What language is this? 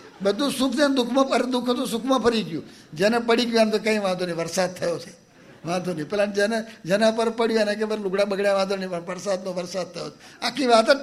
Gujarati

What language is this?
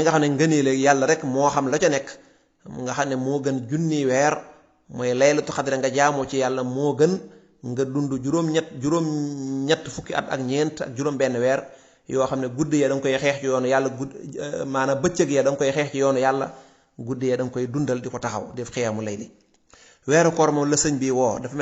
Wolof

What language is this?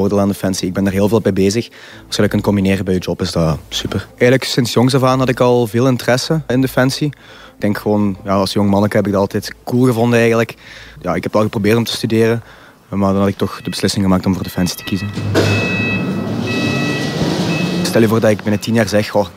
Dutch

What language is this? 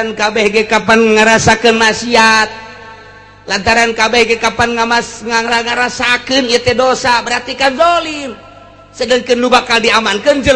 Sundanese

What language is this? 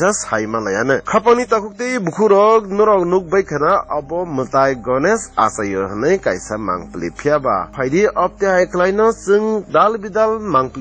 Kok Borok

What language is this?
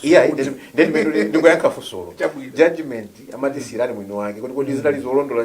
Nyanja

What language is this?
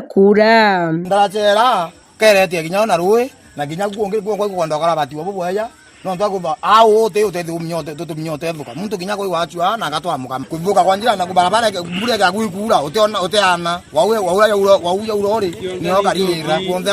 Meru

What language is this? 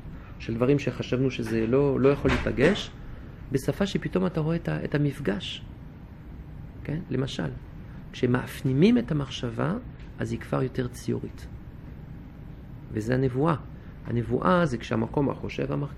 Hebrew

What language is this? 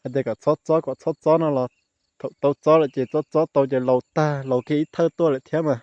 Hmong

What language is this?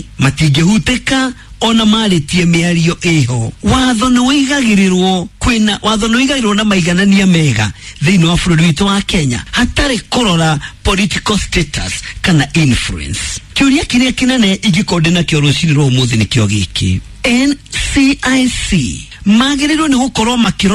Kikuyu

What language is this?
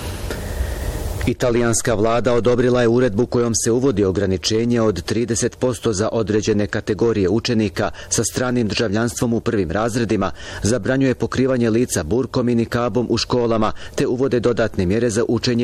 Bosnian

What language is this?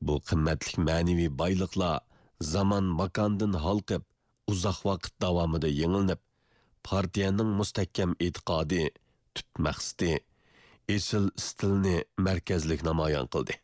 Uyghur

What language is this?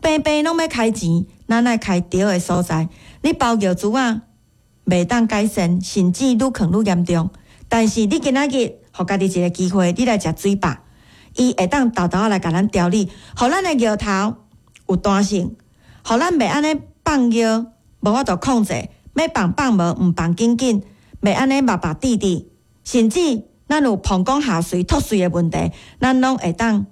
Min Nan Chinese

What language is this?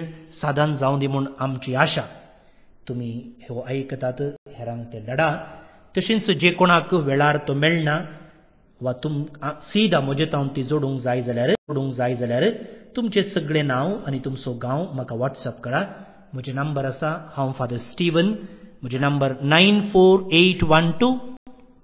Konkani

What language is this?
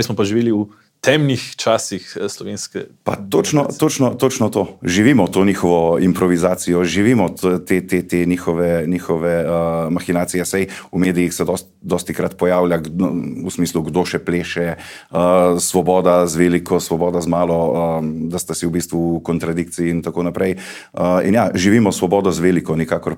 Slovenian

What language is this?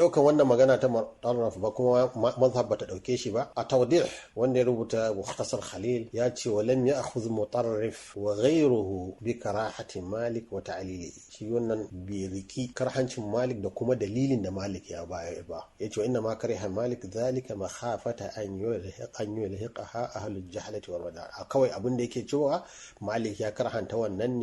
Hausa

